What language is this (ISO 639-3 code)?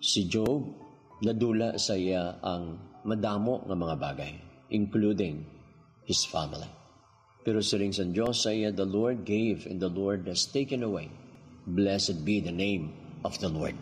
hil